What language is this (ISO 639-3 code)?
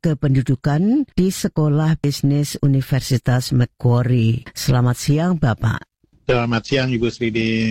ind